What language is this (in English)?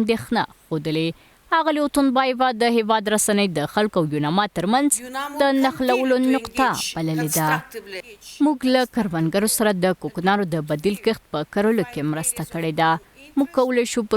Pashto